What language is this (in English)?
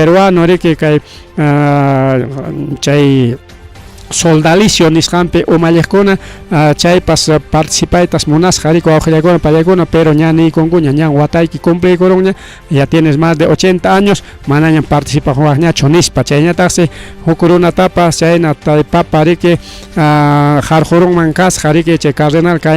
Ayacucho Quechua